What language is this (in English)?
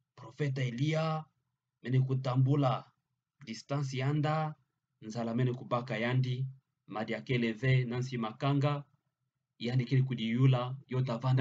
Kituba (Democratic Republic of Congo)